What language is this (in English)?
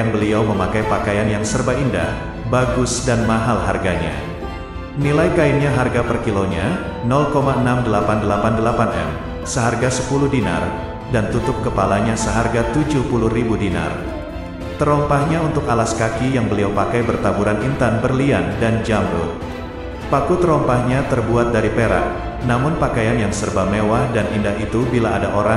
Indonesian